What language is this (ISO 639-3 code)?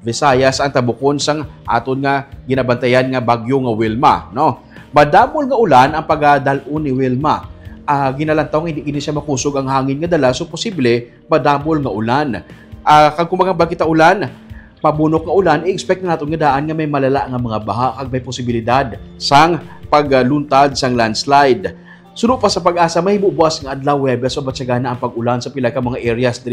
hil